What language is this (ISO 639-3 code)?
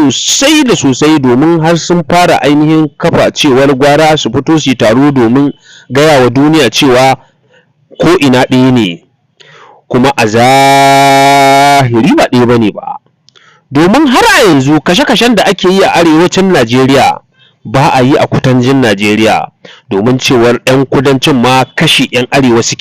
hau